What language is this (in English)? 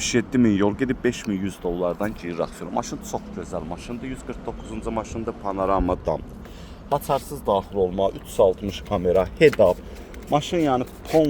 Azerbaijani